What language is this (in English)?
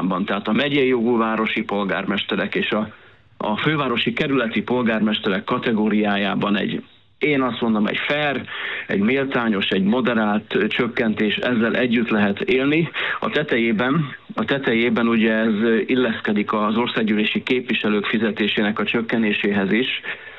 Hungarian